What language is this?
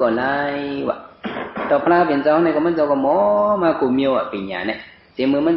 Shan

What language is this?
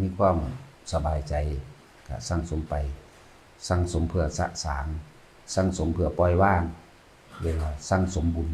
Lao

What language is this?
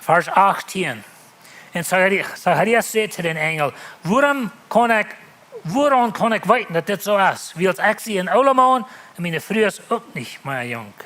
Plautdietsch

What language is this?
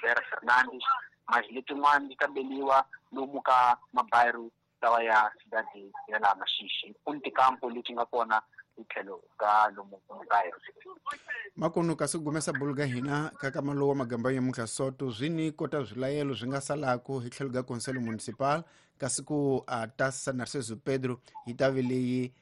Tsonga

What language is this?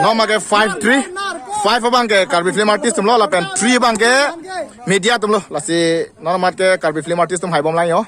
Karbi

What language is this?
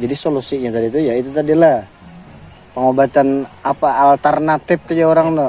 Banjar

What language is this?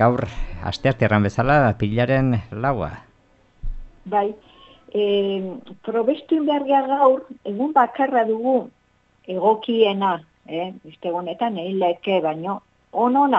Basque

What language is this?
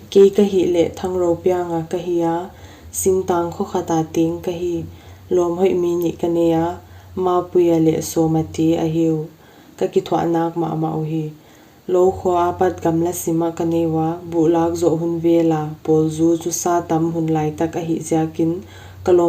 Paite Chin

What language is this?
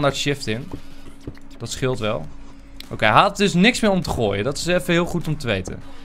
Dutch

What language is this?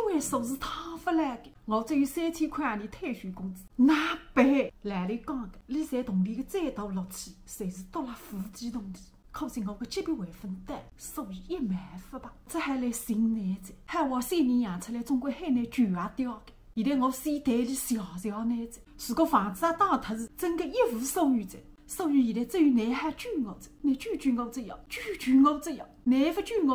Wu Chinese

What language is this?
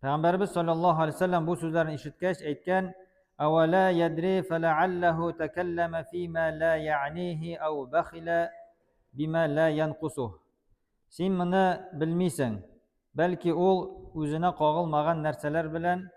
Tatar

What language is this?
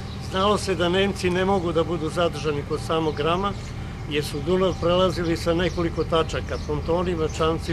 Serbian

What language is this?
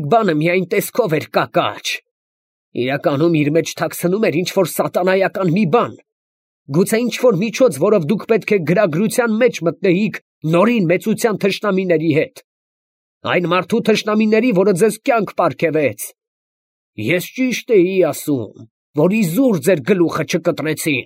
Armenian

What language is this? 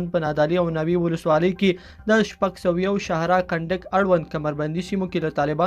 Pashto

